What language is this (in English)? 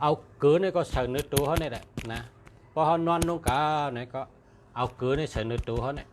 Shan